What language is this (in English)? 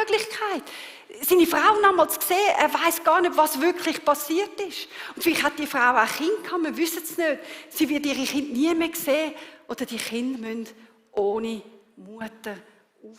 Swiss German